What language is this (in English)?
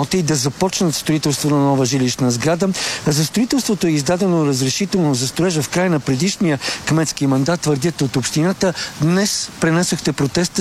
Bulgarian